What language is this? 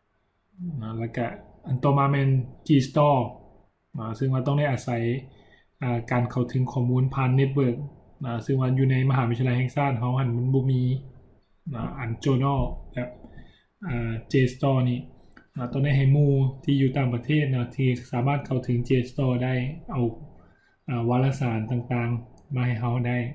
Lao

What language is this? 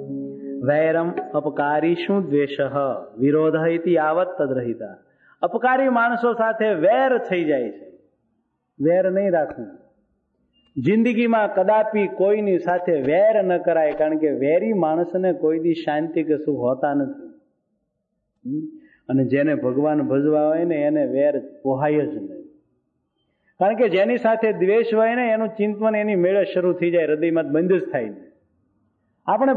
Gujarati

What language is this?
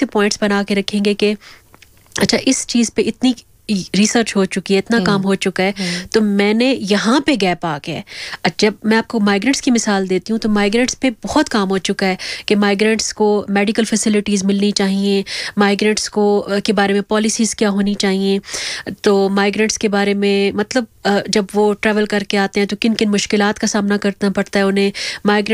Urdu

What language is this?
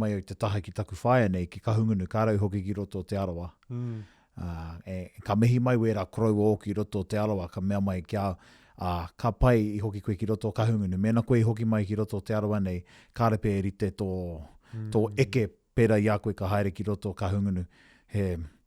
Māori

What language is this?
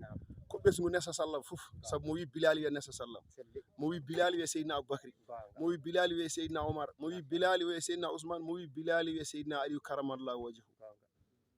Fula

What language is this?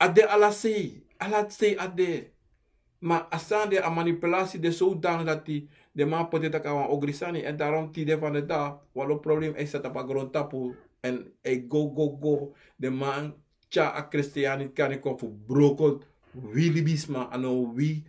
Sranan Tongo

